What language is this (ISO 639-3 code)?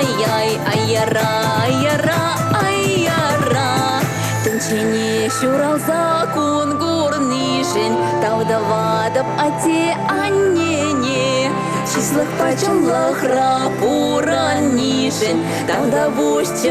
chv